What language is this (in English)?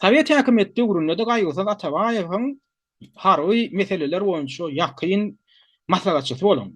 Turkmen